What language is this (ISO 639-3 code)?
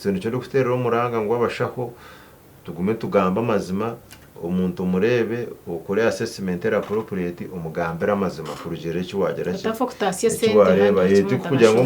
nyn